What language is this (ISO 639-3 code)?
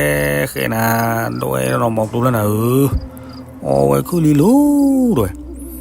ksw